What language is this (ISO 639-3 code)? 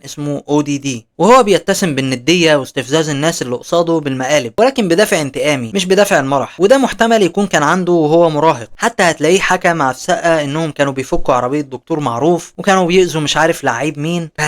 arz